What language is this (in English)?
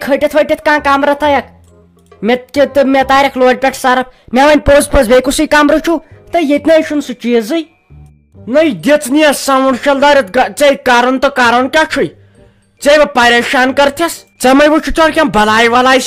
Kashmiri